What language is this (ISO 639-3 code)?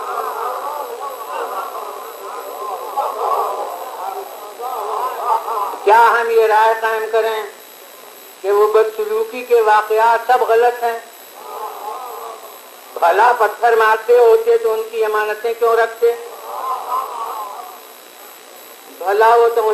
urd